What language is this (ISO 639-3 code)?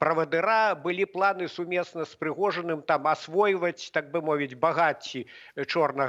bel